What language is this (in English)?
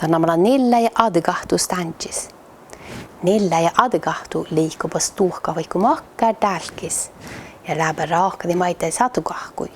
Northern Sami